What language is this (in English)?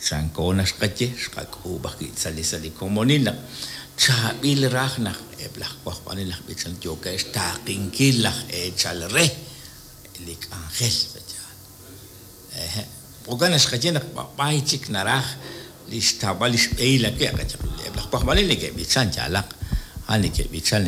Kekchí